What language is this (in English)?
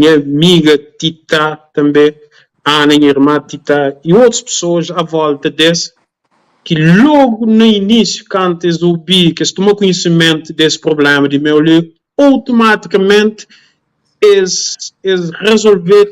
Kabuverdianu